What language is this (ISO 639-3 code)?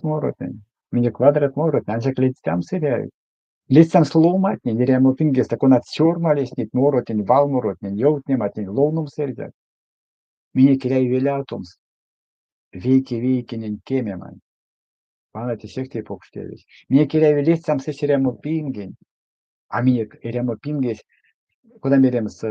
myv